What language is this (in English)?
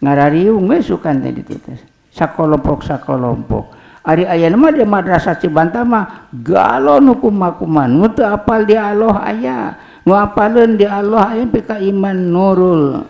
Sundanese